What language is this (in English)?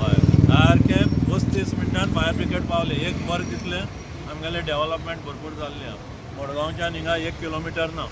Konkani